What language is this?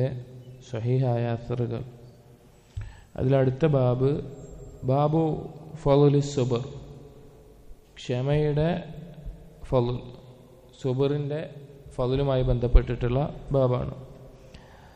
Malayalam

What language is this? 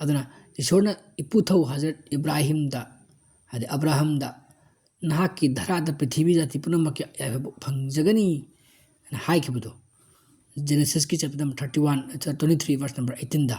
Manipuri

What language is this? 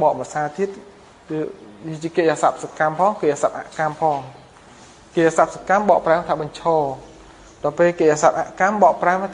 Khmer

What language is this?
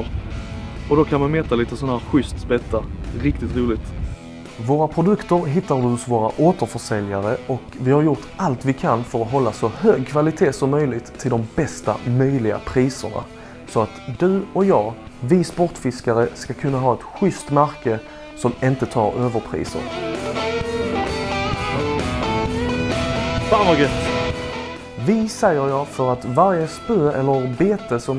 Swedish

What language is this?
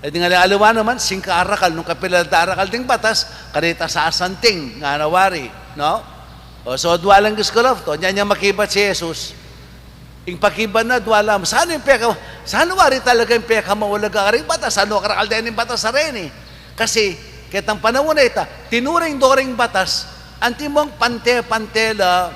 Pampanga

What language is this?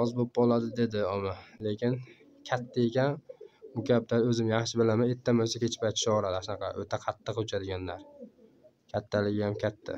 Uzbek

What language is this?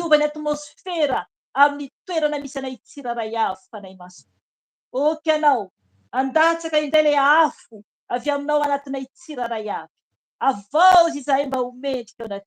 Malagasy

